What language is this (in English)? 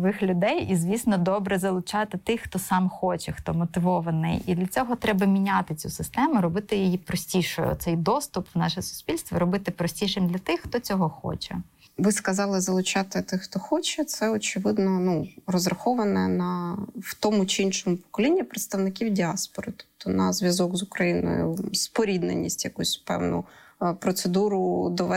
Ukrainian